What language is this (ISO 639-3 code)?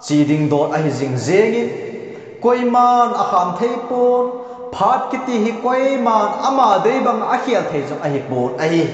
tcz